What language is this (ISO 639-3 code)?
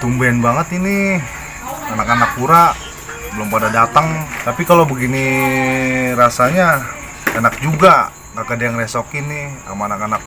bew